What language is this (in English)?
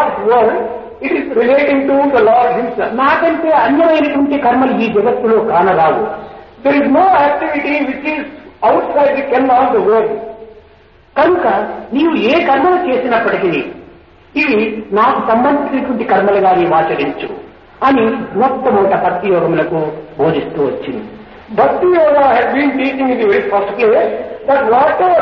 Telugu